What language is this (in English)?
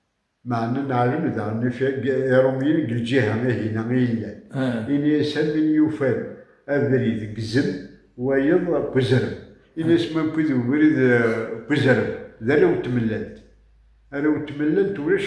Kabyle